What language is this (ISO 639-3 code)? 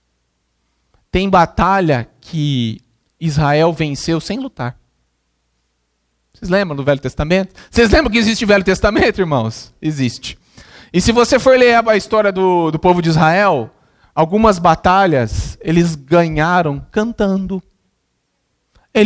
por